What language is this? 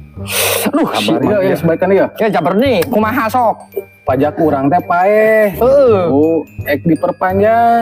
Sundanese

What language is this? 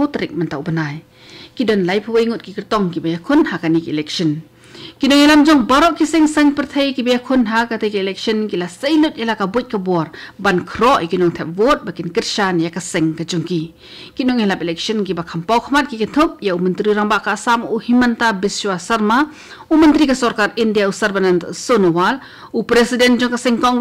Khasi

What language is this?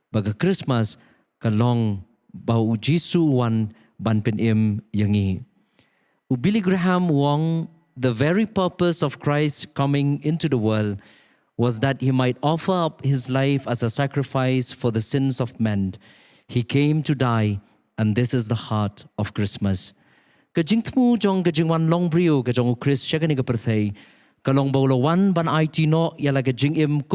Khasi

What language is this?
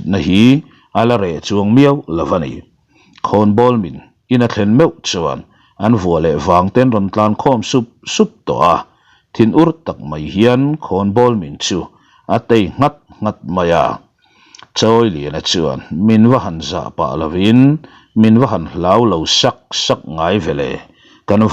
Mizo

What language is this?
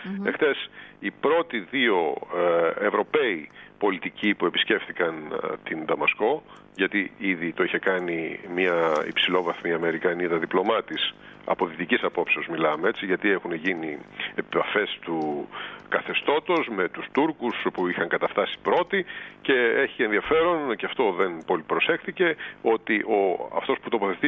Greek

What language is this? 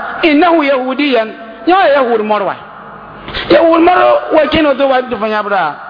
Mossi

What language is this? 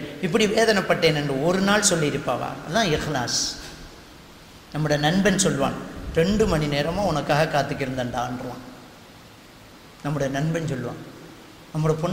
Tamil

